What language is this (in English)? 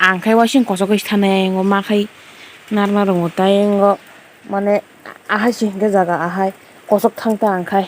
Kok Borok